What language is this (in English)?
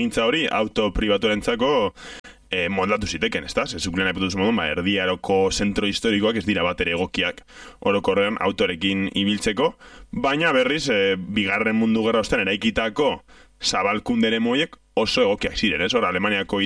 Basque